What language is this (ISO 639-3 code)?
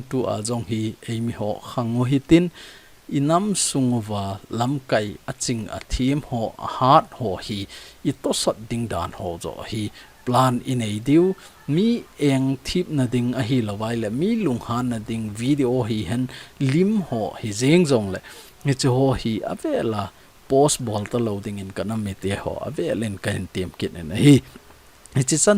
tcz